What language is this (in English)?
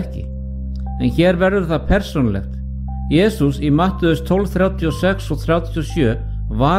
Icelandic